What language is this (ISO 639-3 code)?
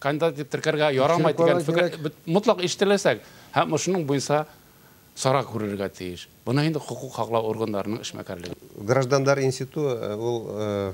bak